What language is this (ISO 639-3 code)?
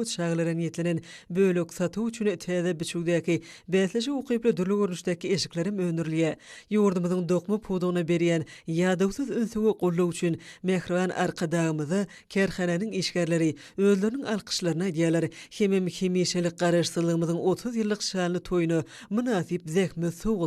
tuk